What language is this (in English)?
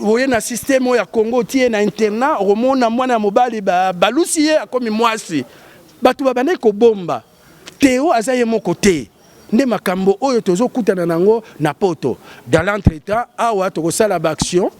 Lingala